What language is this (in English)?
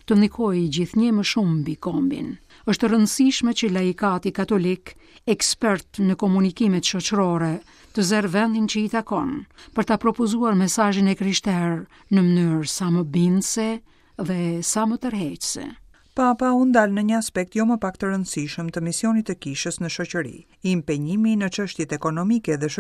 Albanian